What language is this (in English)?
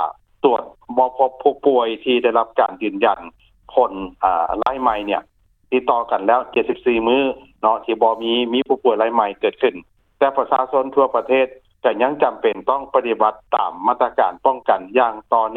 Lao